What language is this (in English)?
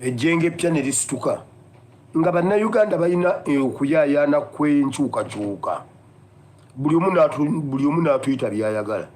Ganda